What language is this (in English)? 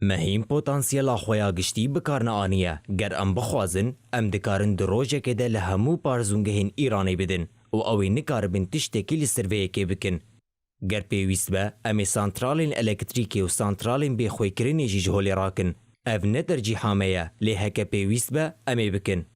Kurdish